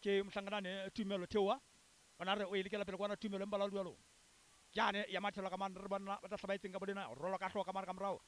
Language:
Southern Sotho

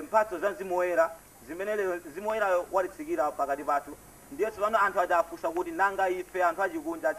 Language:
Nyanja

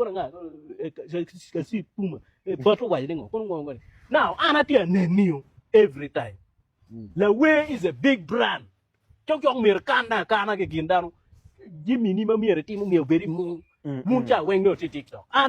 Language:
Acoli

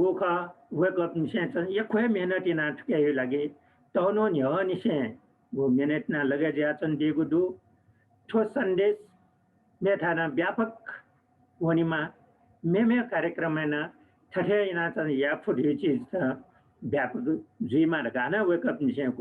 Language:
Newari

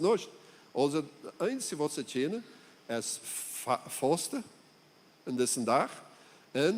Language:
Plautdietsch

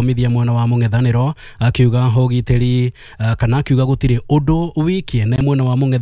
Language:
Kikuyu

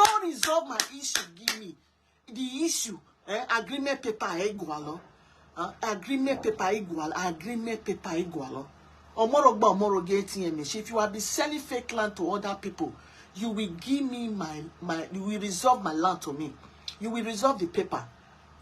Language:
Nigerian Pidgin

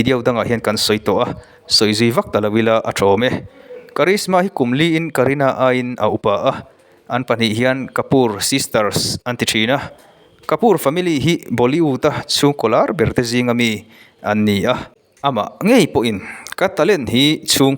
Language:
Mizo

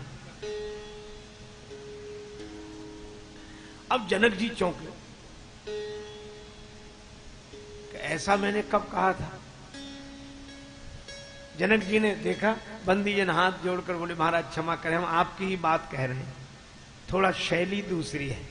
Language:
Hindi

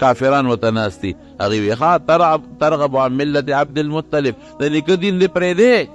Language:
Pashto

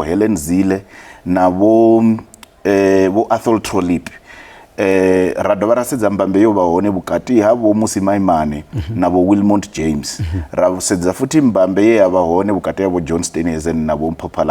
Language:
Venda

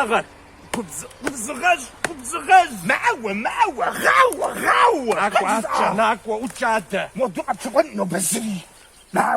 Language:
Kabardian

